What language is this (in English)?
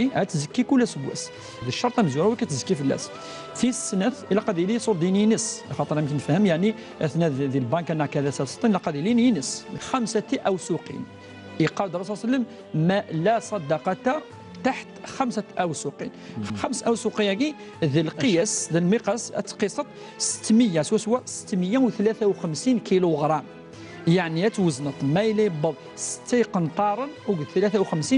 Kabyle